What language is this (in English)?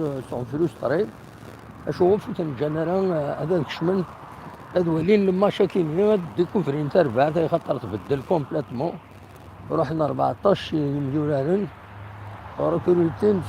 Kabyle